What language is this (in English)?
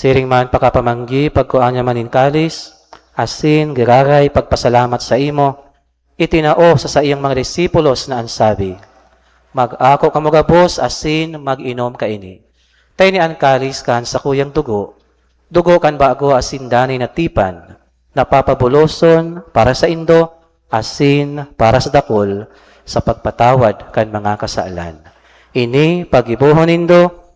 Bikol